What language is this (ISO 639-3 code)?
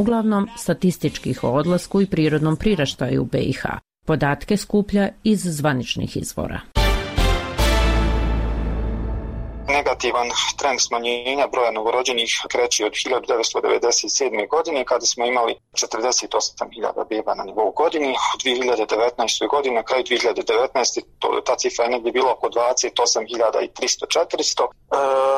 bos